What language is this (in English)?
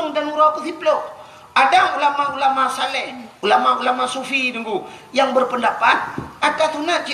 Achinese